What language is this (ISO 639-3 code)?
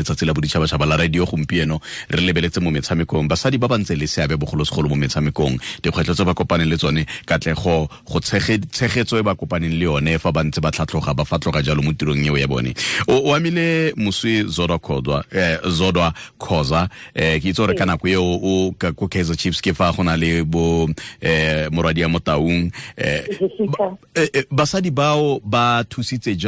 tsn